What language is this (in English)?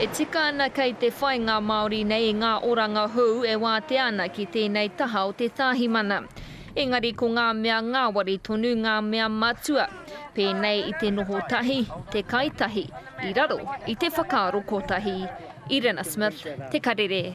Māori